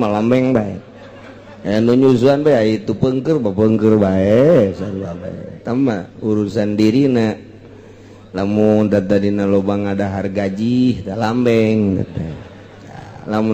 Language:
Sundanese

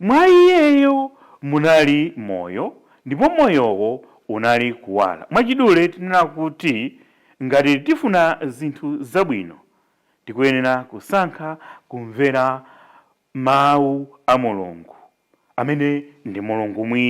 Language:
Nyanja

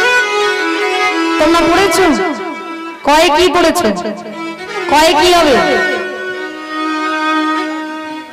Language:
Bangla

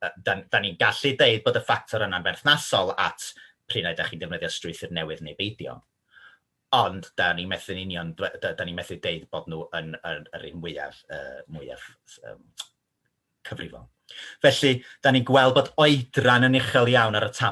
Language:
Welsh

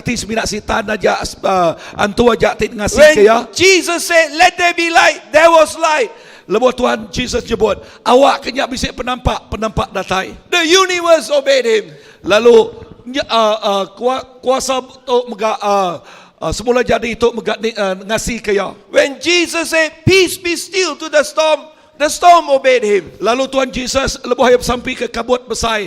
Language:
Iban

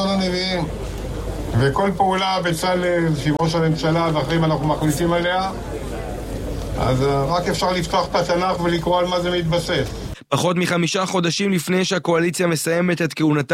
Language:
Hebrew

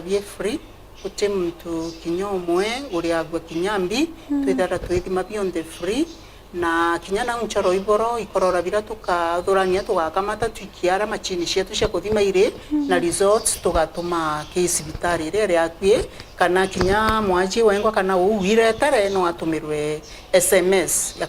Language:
Meru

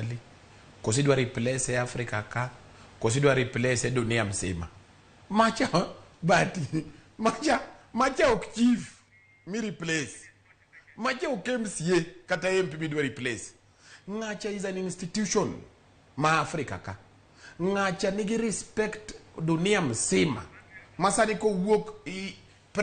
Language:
Luo (Kenya and Tanzania)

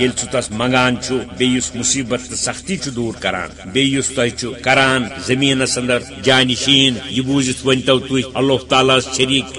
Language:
Kashmiri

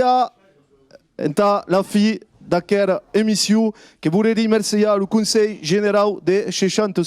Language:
Occitan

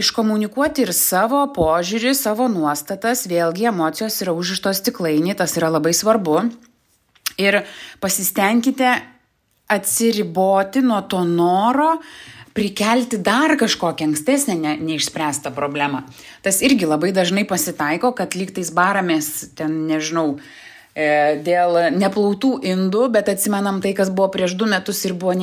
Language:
Lithuanian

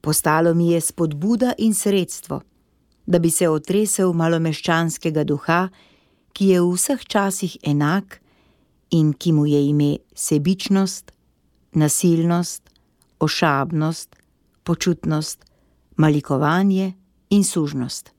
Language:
Slovenian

